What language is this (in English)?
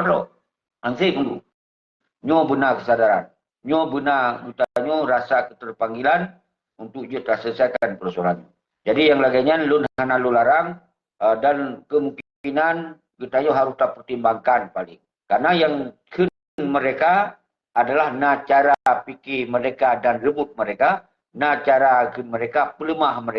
Achinese